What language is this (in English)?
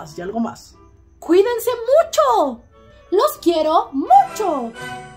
Spanish